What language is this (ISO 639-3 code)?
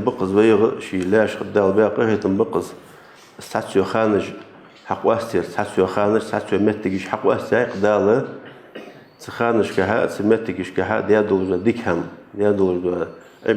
inh